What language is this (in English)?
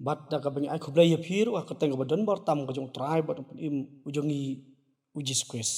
Khasi